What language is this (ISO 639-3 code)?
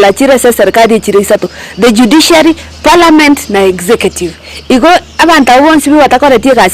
guz